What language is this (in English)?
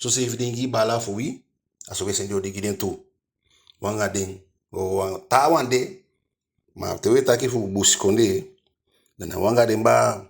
Eastern Maroon Creole